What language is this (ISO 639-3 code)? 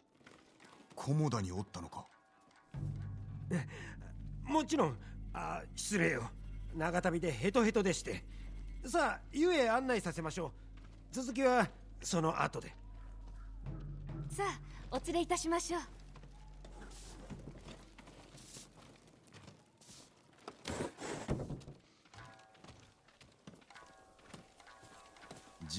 jpn